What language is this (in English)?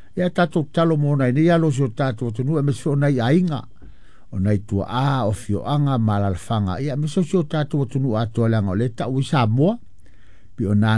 Samoan